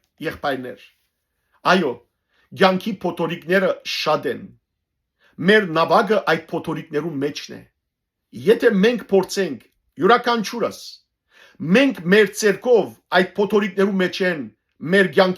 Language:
Western Armenian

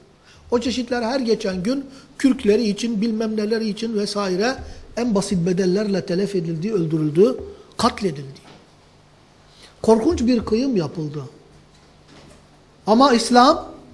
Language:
Turkish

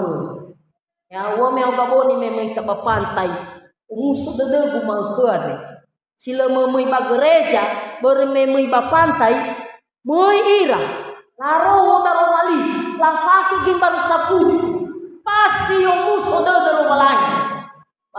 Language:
Nias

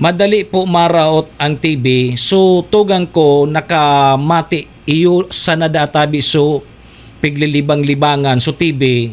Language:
Bikol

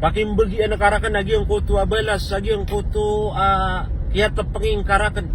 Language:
Maranao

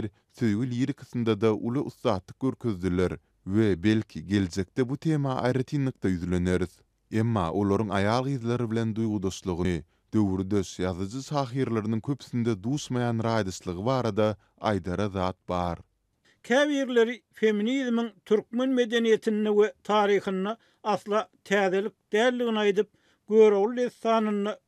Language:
Turkmen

